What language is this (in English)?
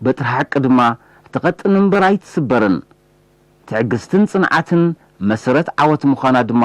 Tigrinya